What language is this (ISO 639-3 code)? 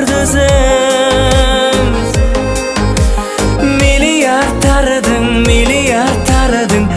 kaz